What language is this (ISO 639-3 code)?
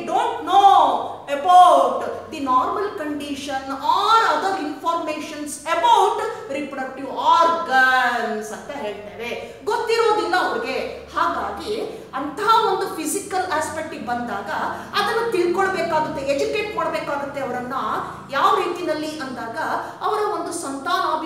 kan